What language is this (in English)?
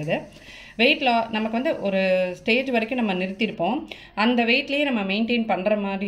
Tamil